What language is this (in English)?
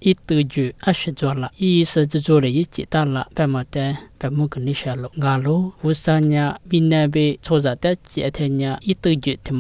Lisu